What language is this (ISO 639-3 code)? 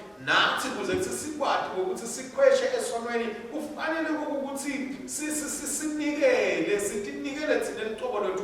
ssw